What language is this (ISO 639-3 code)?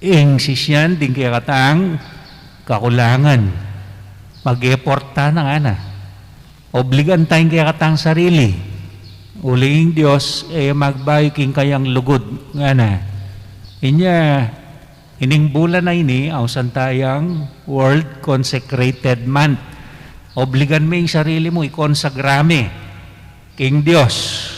pam